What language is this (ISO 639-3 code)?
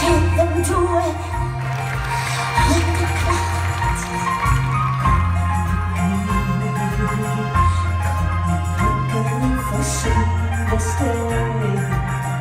dan